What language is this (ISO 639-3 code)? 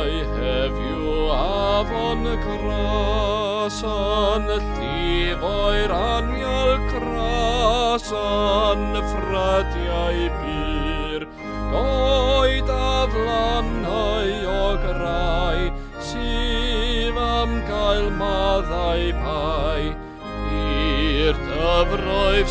cym